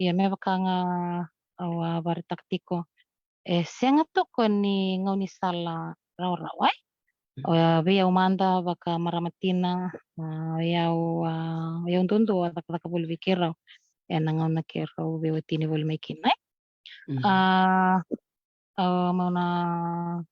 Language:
Fijian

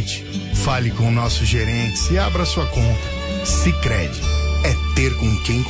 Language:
Portuguese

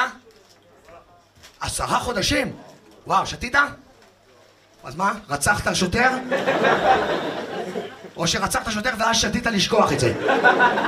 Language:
Hebrew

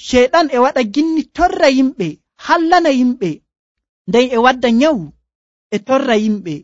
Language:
Nigerian Fulfulde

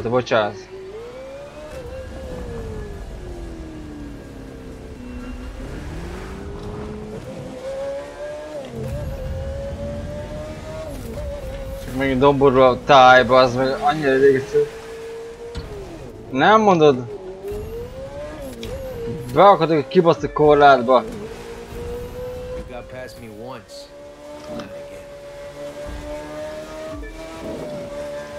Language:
Hungarian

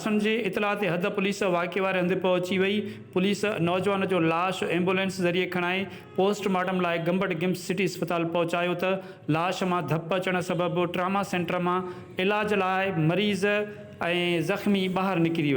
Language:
Sindhi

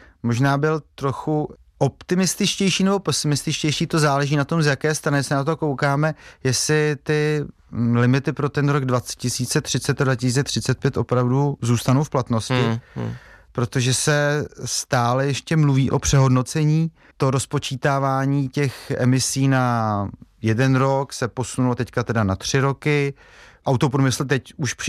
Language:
Czech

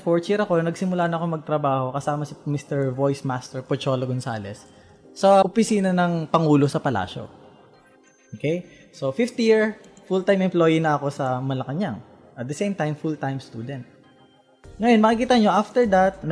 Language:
Filipino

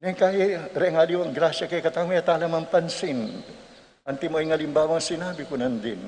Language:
Pampanga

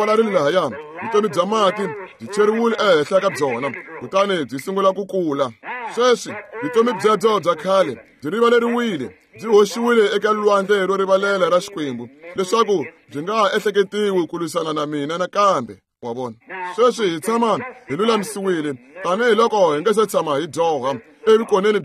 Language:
Tsonga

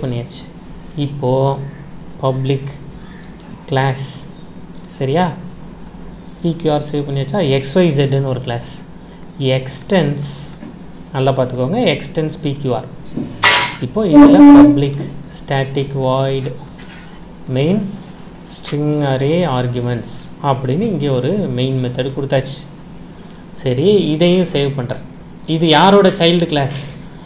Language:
Tamil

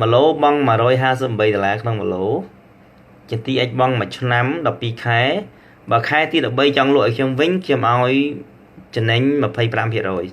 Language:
Khmer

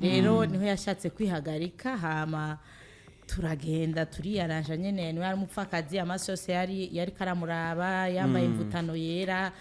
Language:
Rundi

